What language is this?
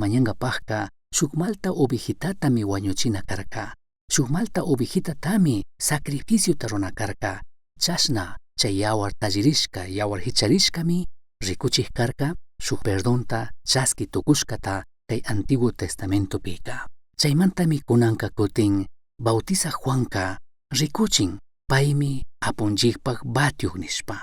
Chimborazo Highland Quichua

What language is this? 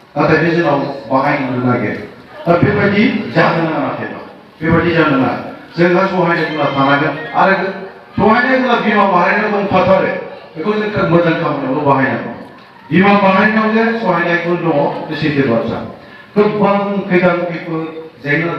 Bodo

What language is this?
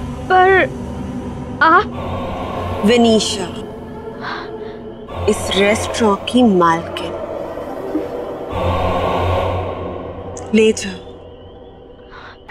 Hindi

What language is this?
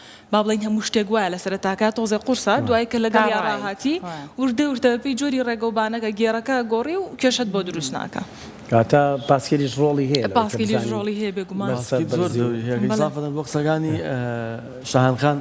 Central Kurdish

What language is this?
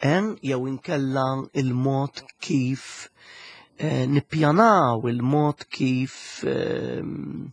Maltese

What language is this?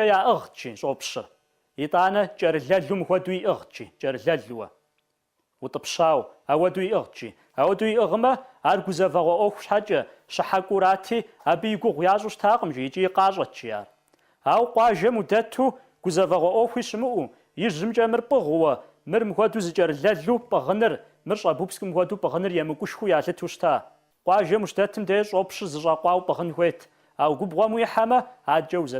Kabardian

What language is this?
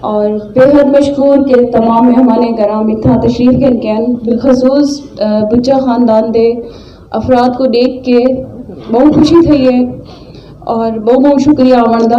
Saraiki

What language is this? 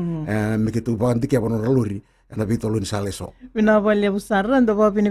Fijian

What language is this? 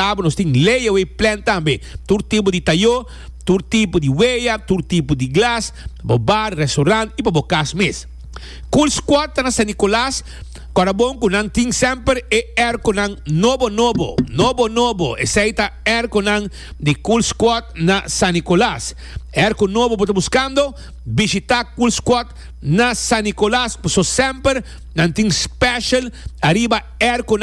Papiamento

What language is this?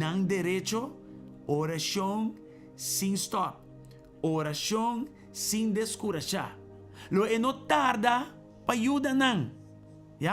Papiamento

